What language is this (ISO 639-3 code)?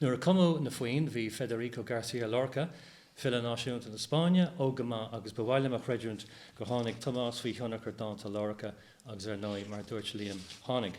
gle